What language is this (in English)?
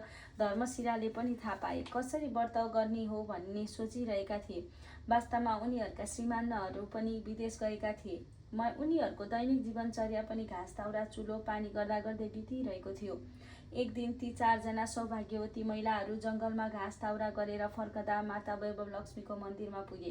Nepali